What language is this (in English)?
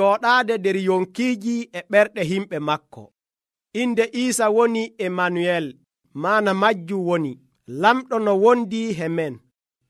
Nigerian Fulfulde